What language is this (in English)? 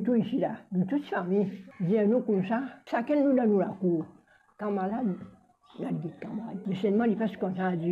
Morisyen